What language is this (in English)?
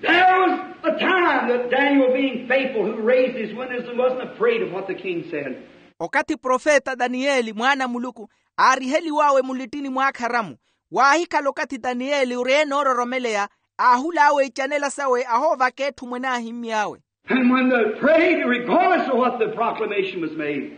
Makhuwa